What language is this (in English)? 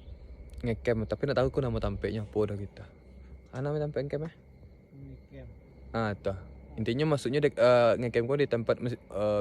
Minangkabau